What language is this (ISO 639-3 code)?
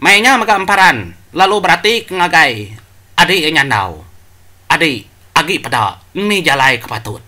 iba